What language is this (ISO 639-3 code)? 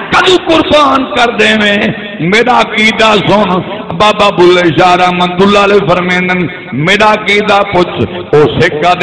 skr